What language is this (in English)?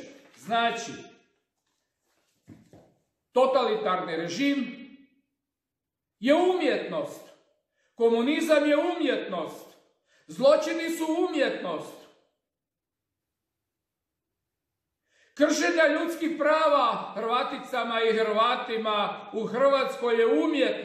Croatian